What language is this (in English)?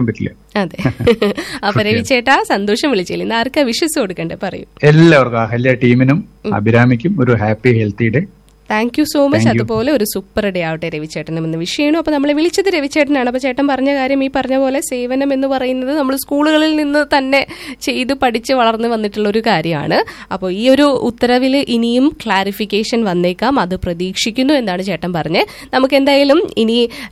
Malayalam